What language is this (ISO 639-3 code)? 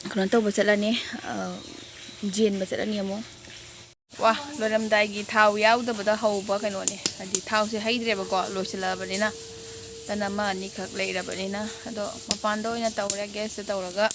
mni